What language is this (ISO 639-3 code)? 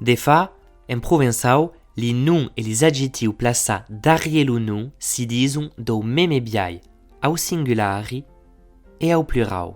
oci